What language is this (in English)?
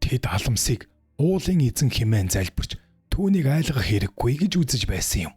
Mongolian